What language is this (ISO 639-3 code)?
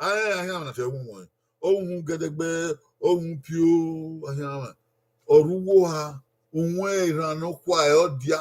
bin